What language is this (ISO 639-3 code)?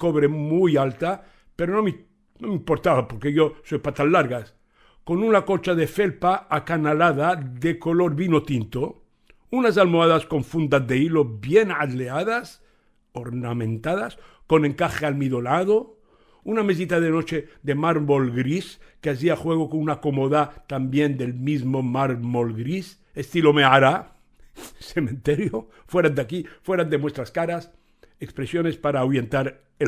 lad